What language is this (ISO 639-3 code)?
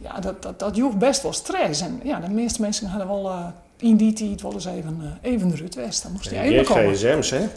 fry